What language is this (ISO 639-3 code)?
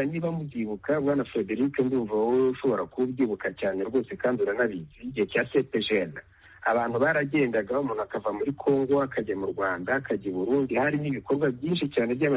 kin